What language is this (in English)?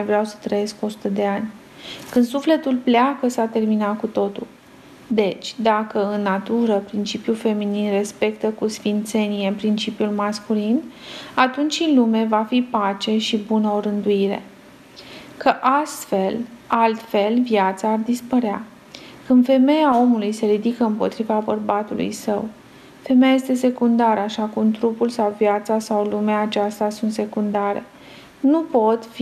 Romanian